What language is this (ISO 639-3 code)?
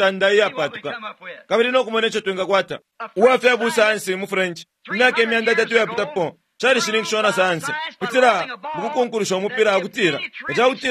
bem